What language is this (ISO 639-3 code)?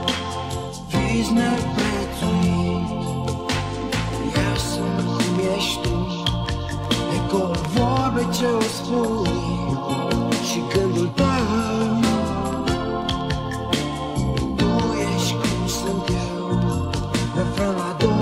ron